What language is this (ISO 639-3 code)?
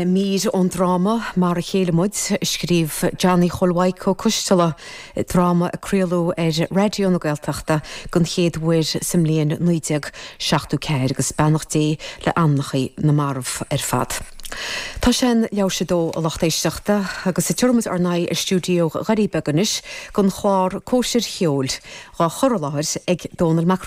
gle